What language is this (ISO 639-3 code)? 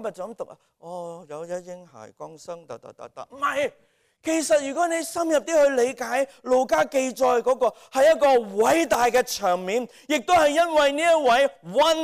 yue